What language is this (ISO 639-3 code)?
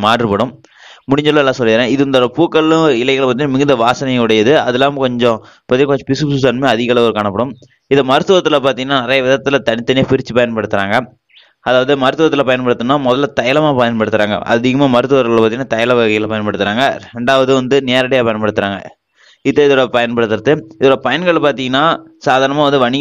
tam